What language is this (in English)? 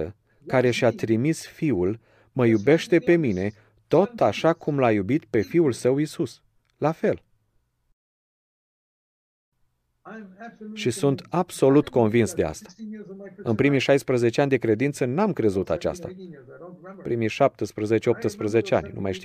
Romanian